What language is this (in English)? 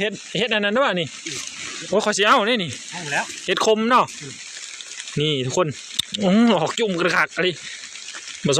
Northeastern Thai